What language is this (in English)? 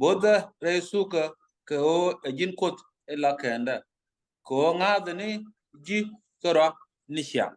Nuer